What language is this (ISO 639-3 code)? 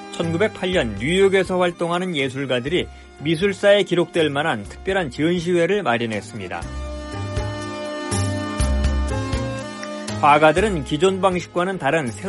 kor